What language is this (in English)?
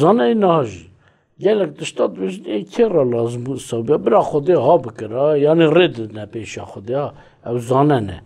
Kurdish